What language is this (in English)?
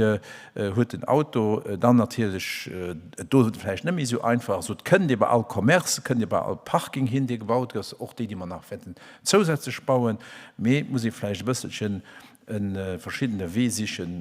Luxembourgish